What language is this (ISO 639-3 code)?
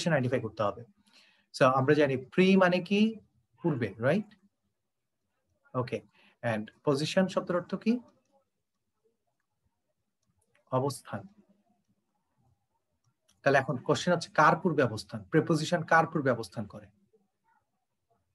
ben